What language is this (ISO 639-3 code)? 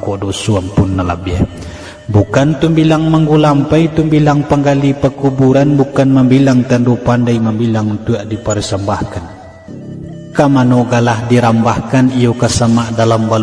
min